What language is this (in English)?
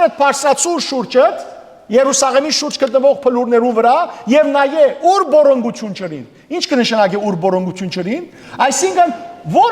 Western Armenian